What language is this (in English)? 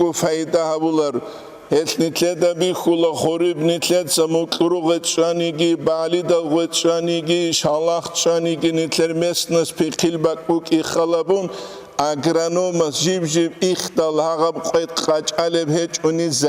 Avaric